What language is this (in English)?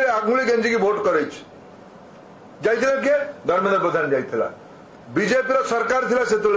Odia